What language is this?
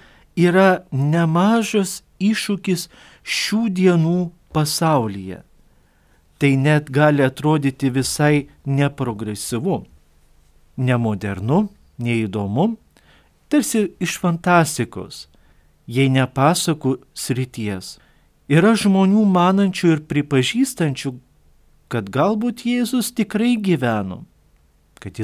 Lithuanian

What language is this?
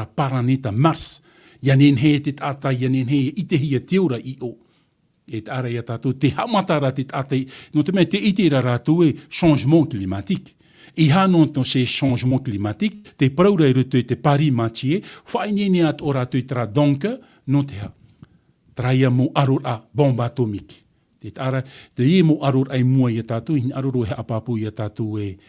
Tahitian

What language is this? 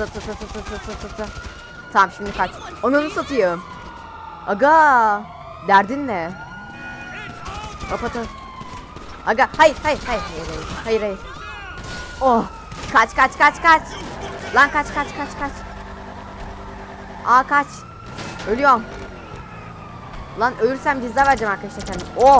Turkish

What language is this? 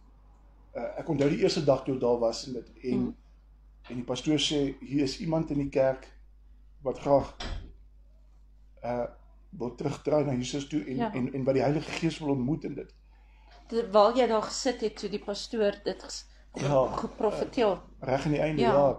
Afrikaans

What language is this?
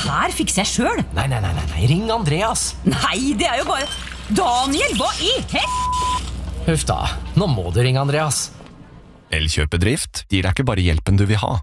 Norwegian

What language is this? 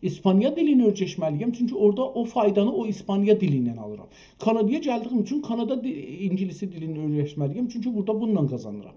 South Azerbaijani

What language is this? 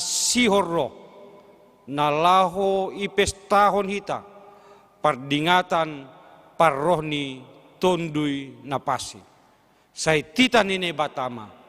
Batak Simalungun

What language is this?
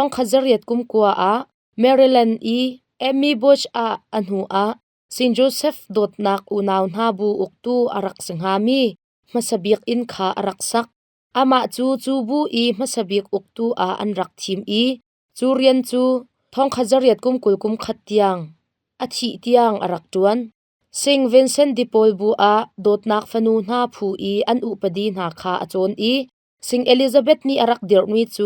Hakha Chin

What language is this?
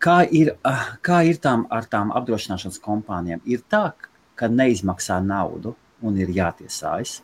Latvian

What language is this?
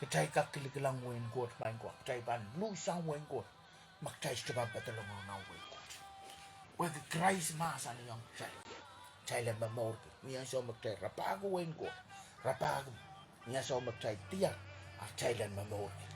Pohnpeian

